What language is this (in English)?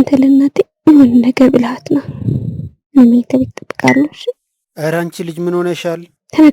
Amharic